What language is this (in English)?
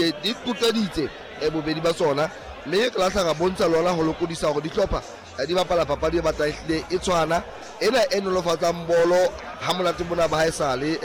Southern Sotho